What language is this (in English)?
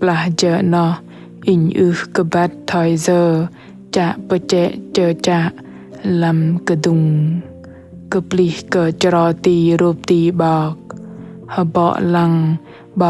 Bahnar